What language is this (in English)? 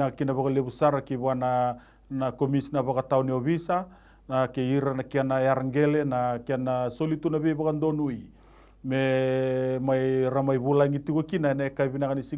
Fijian